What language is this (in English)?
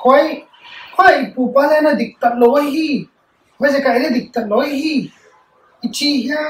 Paite Chin